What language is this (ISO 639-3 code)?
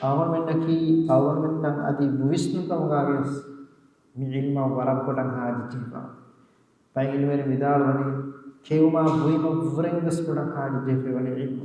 div